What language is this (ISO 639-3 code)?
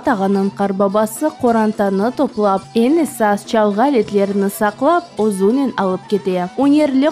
crh